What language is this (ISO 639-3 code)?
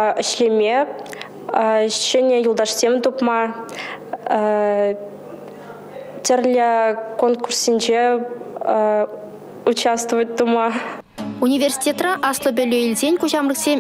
chv